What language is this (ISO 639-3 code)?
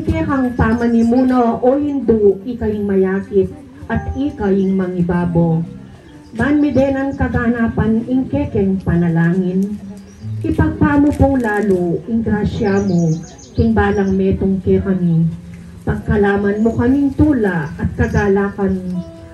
pam